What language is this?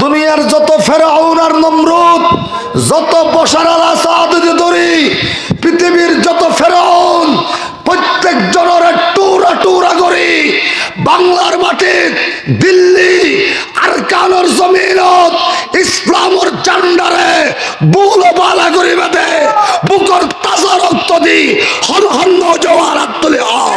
Rohingya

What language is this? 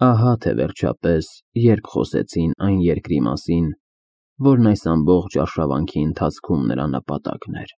Armenian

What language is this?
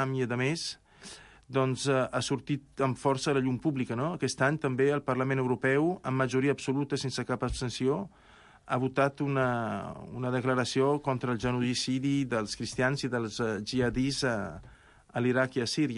Catalan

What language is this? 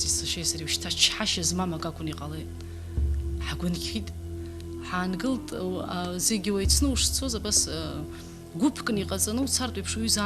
Abkhazian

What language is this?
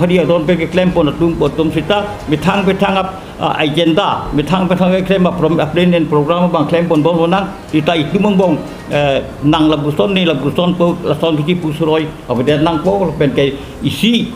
Karbi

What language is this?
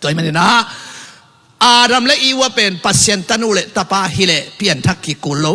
Tedim Chin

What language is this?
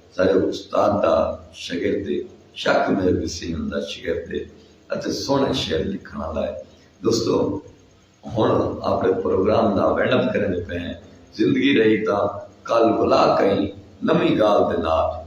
Saraiki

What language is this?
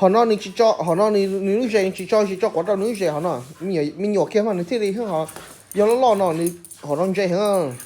Hmong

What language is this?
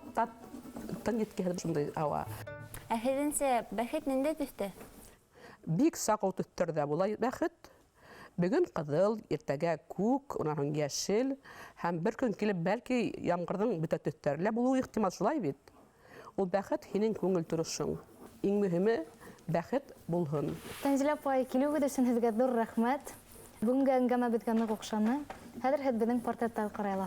Bashkir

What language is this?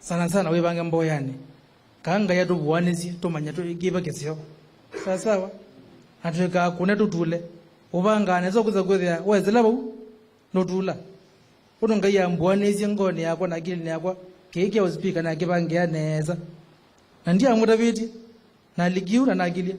Kamba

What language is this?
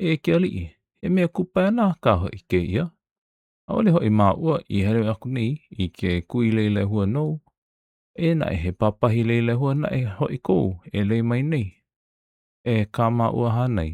Hawaiian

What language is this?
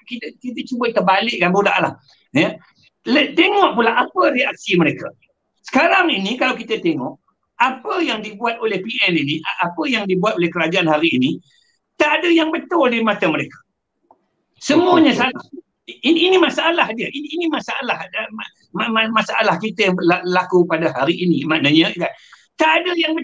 Malay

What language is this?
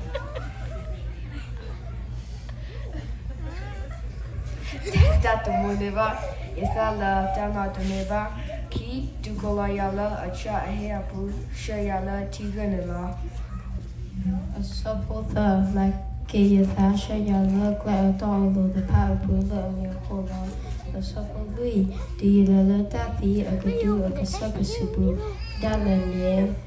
S'gaw Karen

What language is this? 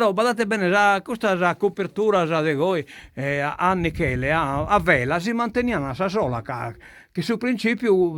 Sardinian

